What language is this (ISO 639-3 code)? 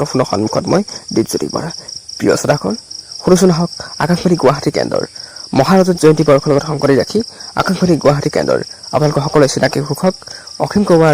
asm